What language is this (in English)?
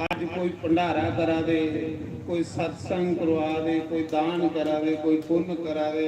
Dogri